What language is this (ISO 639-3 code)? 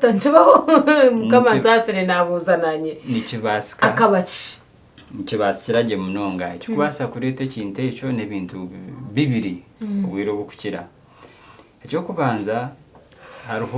nyn